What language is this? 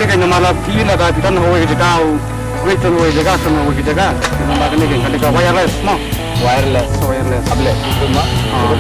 Khasi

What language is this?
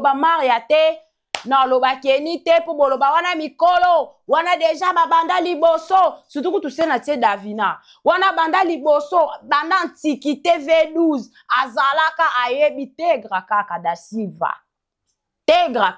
Lingala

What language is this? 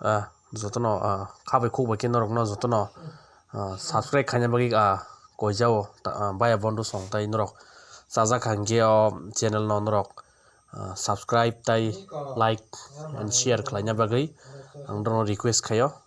Kok Borok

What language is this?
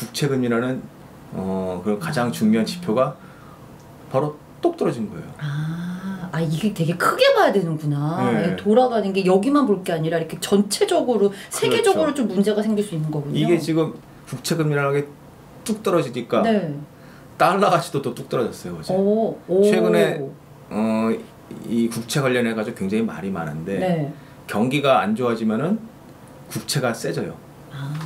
Korean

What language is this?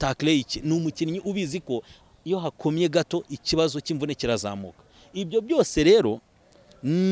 Kinyarwanda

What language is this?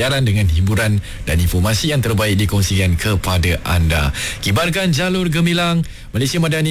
Malay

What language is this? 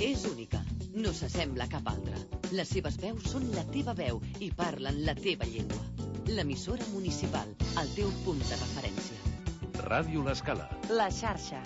Catalan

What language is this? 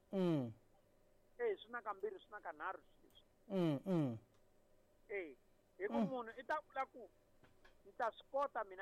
Tsonga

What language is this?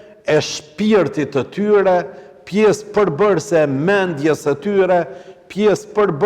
Albanian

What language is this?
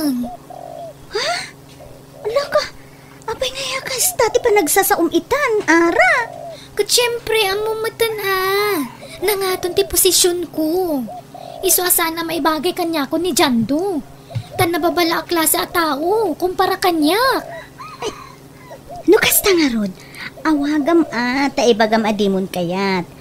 Iloko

